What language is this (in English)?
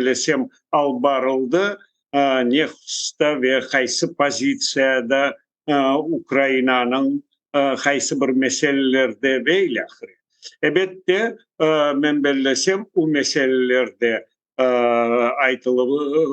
Crimean Tatar